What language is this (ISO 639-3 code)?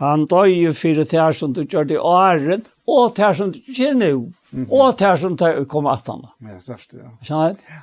fao